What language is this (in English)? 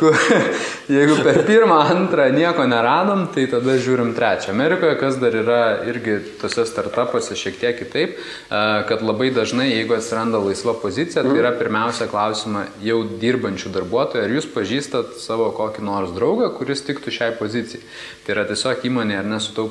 Lithuanian